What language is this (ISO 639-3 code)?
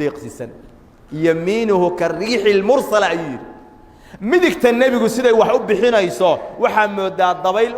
som